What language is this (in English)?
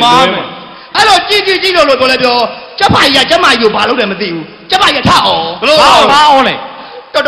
Burmese